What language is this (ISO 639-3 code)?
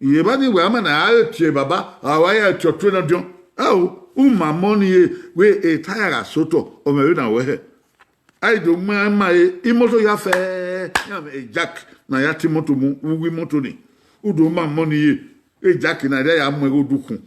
bin